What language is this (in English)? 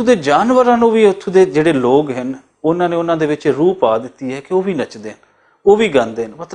Western Panjabi